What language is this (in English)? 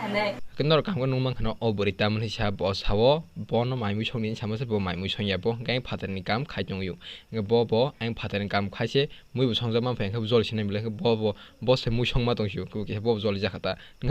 Kok Borok